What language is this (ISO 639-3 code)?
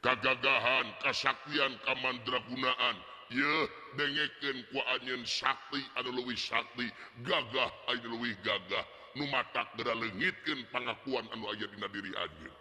sun